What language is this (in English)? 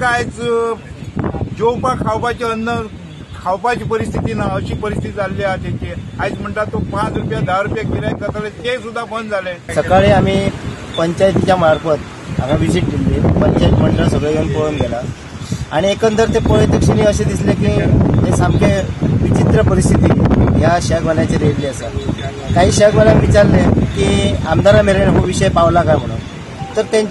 Konkani